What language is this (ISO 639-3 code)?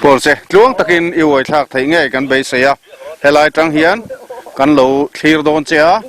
lus